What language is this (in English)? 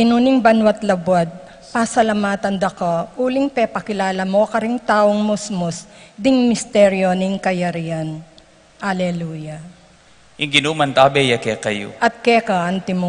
Pampanga